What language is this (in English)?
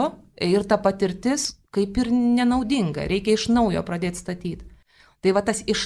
Lithuanian